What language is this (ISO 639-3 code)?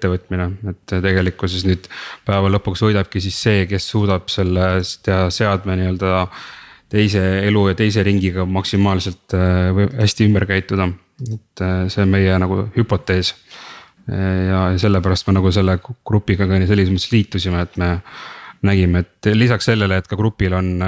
est